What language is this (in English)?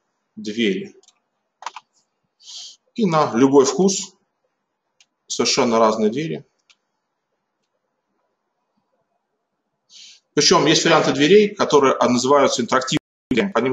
Russian